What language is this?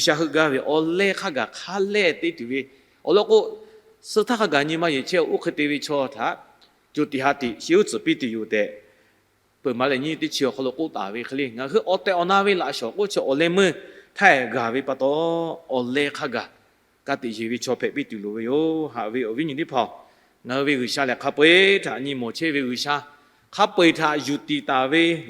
Lahu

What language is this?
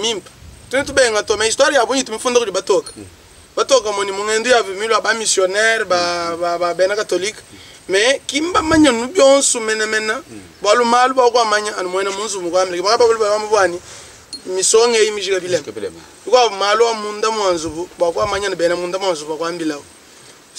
Luba-Lulua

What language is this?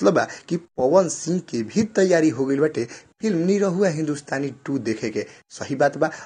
Bhojpuri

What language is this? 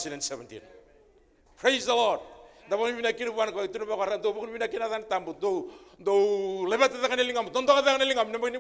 Fijian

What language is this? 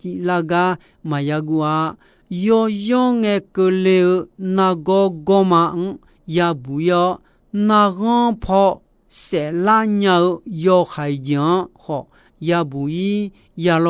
Akha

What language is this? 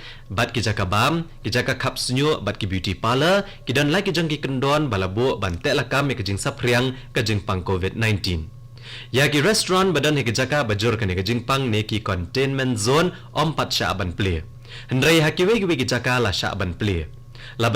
Khasi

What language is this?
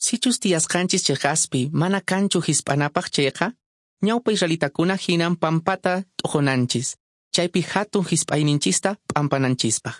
Quechua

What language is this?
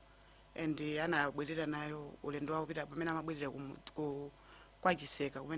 Nyanja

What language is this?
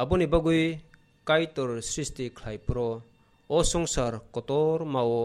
Kok Borok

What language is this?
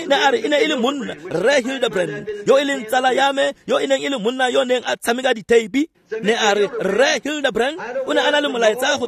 Tswana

